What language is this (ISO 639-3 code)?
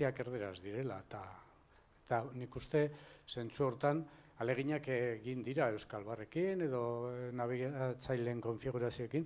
eus